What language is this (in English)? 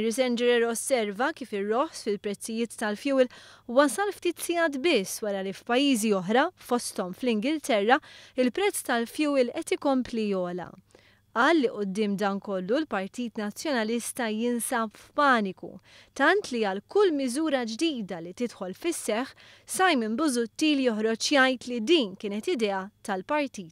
Maltese